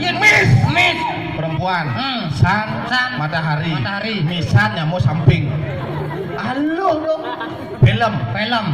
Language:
Balinese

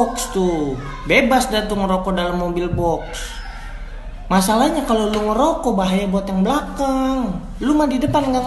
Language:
Betawi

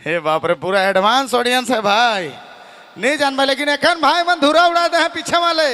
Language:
Sadri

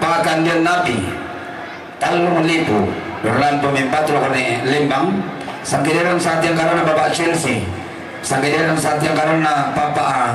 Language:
Toraja-Sa'dan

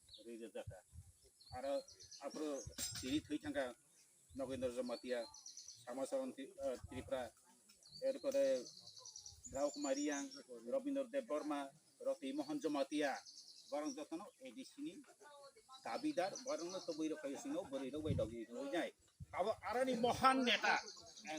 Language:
Kok Borok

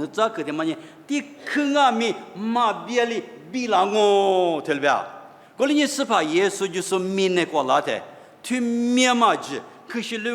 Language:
Lisu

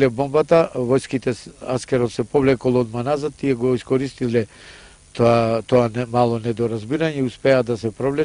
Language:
Macedonian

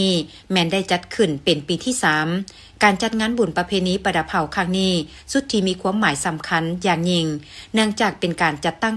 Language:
Lao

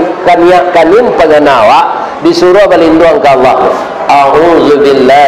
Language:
Minangkabau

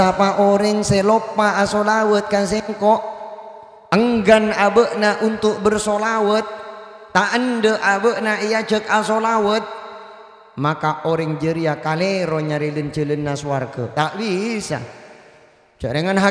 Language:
Madurese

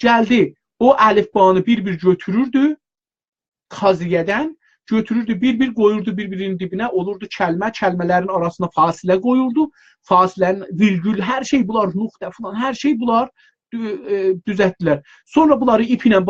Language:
South Azerbaijani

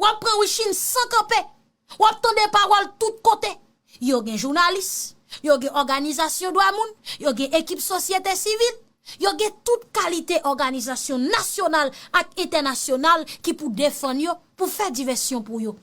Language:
Haitian Creole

